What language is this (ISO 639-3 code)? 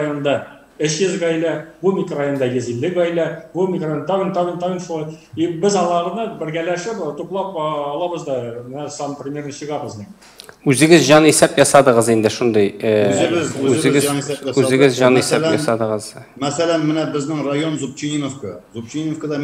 tat